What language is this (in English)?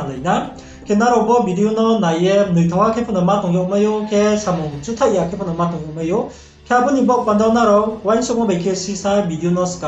Riang (India)